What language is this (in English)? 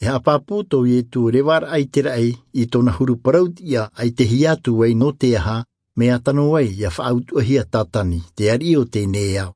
Tahitian